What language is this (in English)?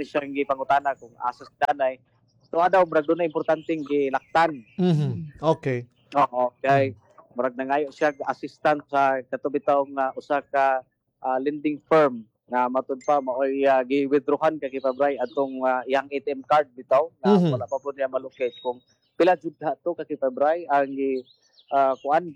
Cebuano